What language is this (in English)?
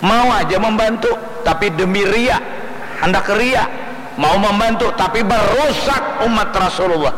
Banjar